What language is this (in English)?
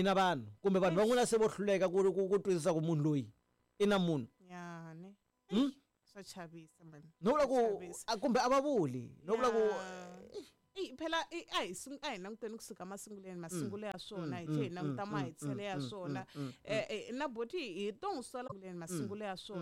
Tsonga